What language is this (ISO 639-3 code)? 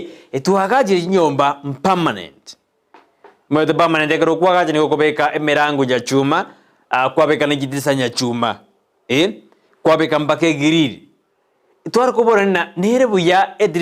guz